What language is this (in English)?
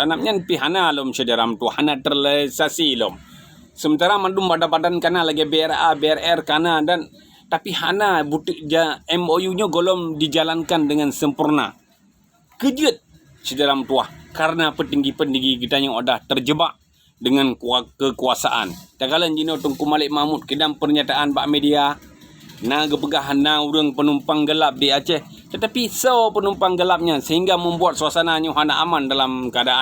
Achinese